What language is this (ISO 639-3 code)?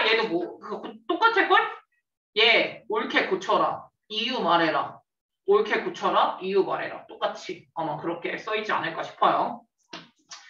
kor